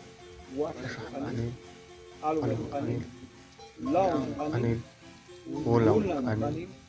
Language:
Popti'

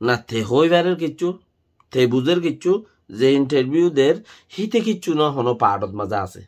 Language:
Rohingya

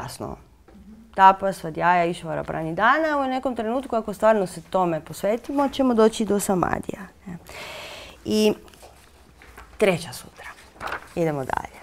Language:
Croatian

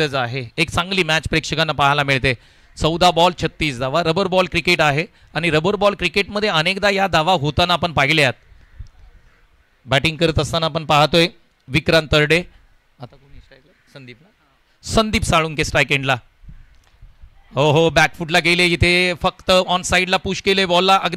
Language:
Marathi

